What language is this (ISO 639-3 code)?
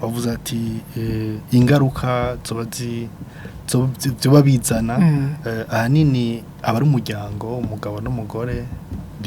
run